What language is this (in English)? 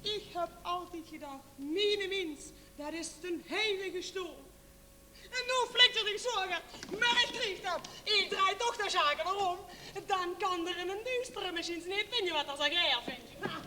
Limburgish